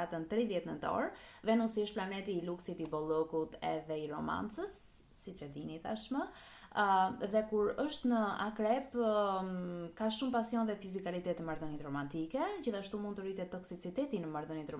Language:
Albanian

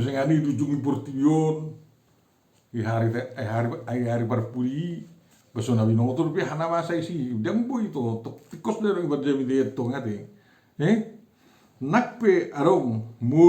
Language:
Batak Toba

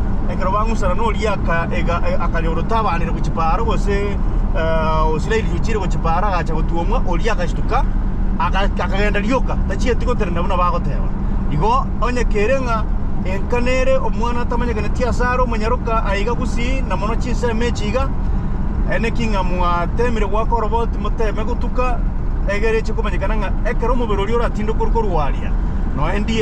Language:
Gusii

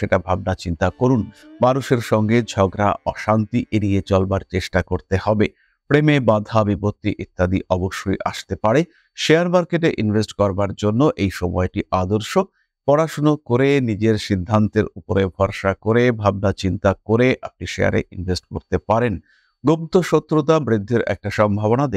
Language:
Bangla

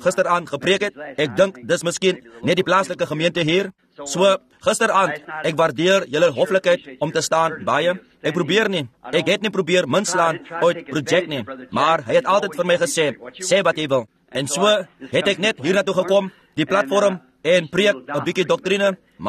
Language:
Afrikaans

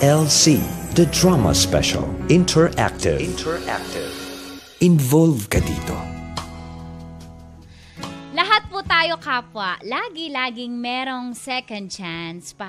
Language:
Filipino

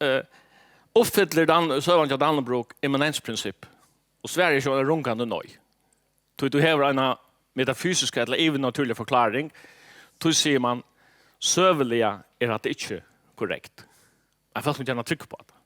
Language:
Faroese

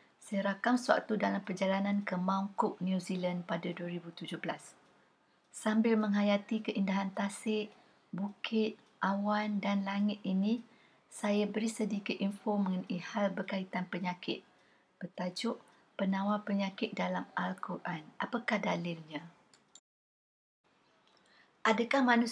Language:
Malay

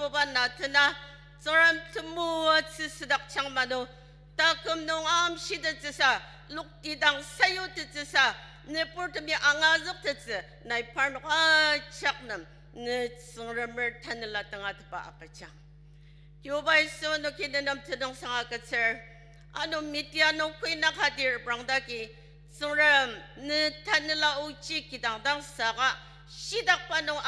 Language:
Ao Naga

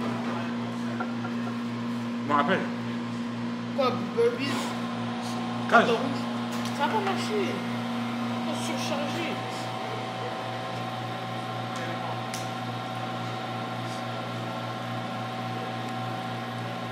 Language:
French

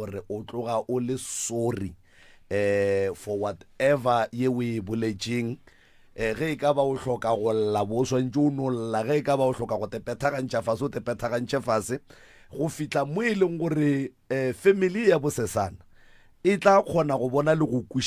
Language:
Northern Sotho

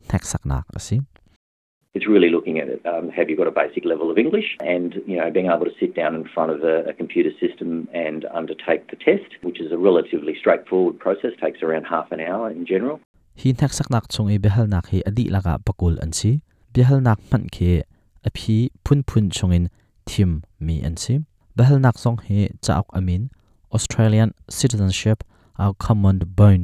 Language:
Hakha Chin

